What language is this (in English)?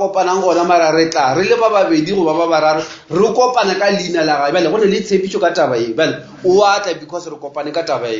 Northern Sotho